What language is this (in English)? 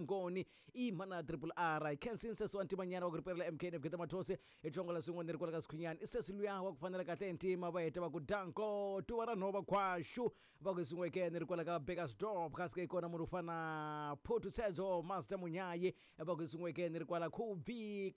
Tsonga